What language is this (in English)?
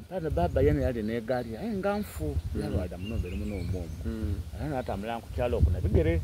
Soga